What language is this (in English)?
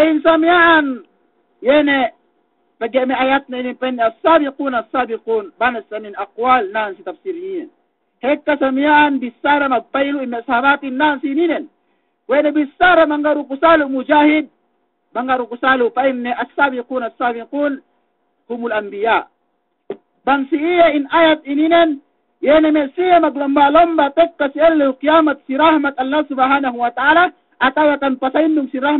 Yakan